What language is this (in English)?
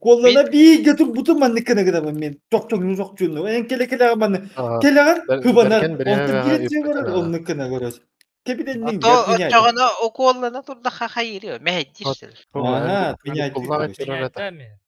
Yakut